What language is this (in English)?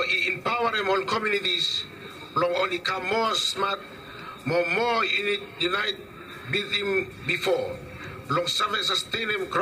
Bislama